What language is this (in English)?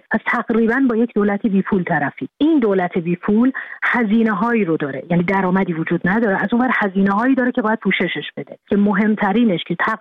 Persian